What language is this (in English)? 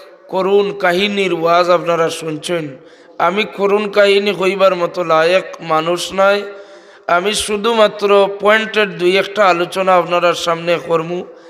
Sylheti